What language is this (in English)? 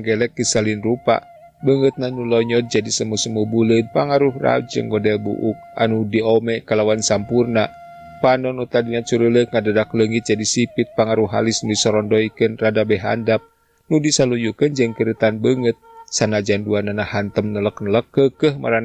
Sundanese